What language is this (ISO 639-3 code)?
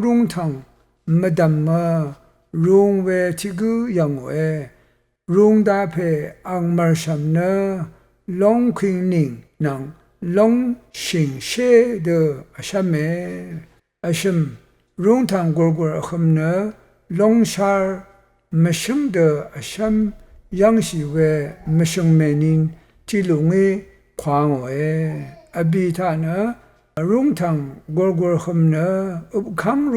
raw